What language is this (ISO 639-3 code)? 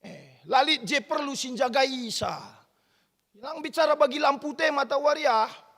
btx